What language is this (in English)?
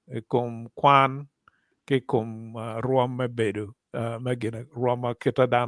Acoli